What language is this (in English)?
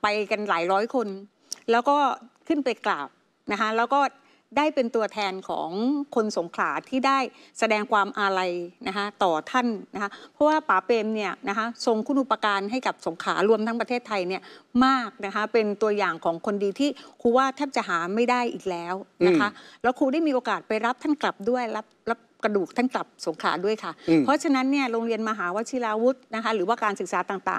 Thai